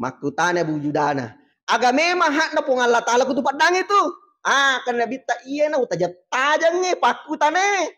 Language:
Buginese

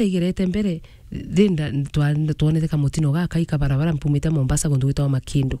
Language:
Meru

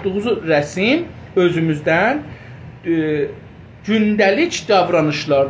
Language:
South Azerbaijani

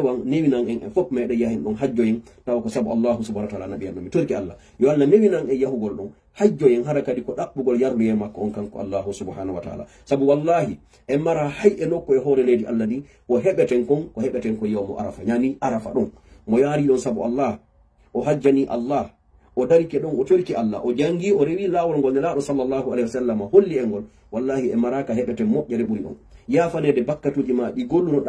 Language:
Fula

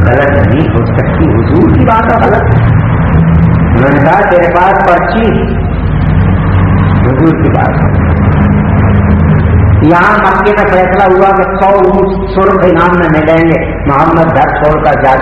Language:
Urdu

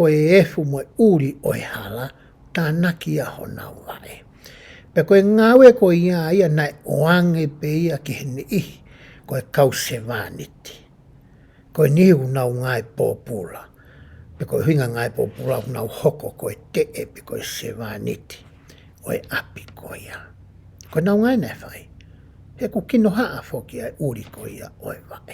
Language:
Tongan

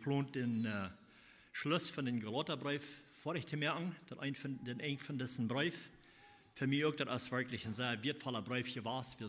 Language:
Plautdietsch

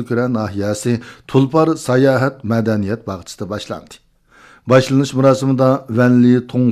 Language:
Uyghur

